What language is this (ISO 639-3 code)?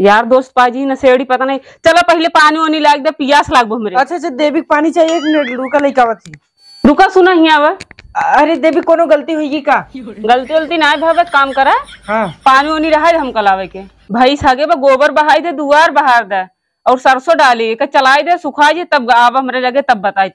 awa